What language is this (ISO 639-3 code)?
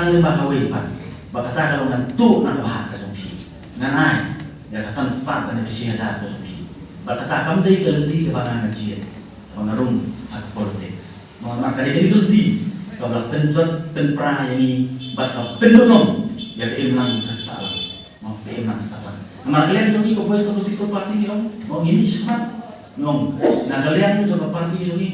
kha